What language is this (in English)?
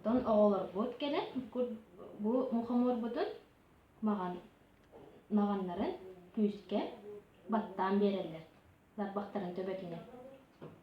Yakut